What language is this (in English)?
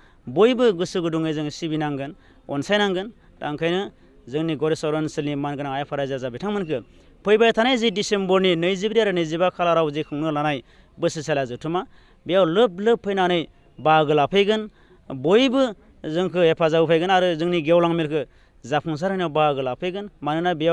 Bodo